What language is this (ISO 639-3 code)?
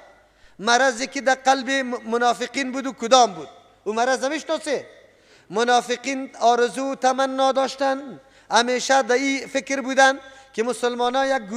fas